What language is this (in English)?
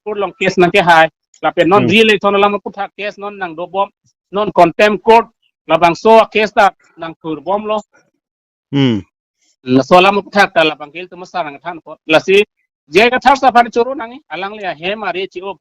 Karbi